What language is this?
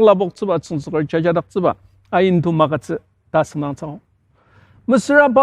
Ao Naga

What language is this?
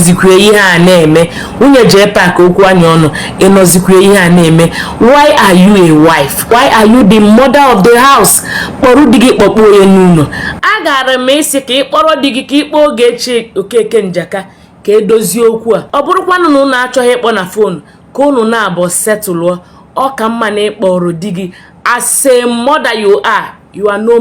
Igbo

